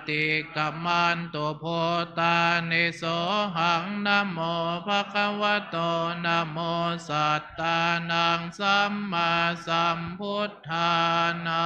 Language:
Pali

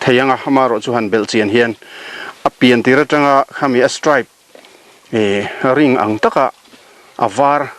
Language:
Mizo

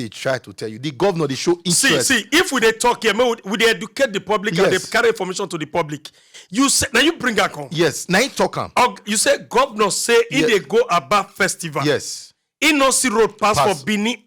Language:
Nigerian Pidgin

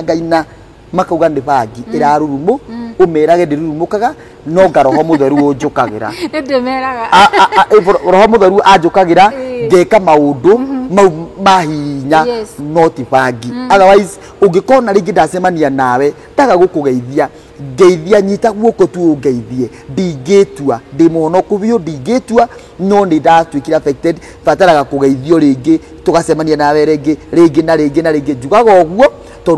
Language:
Kikuyu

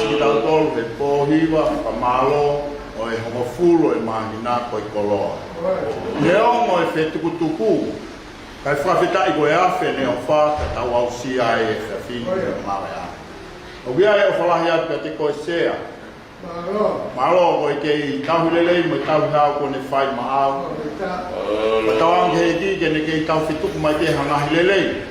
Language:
Tongan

